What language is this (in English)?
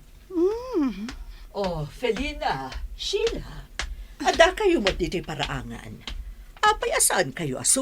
Iloko